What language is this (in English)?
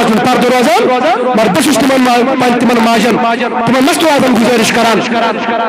Kashmiri